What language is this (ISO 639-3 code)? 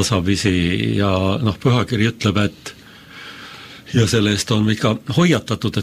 est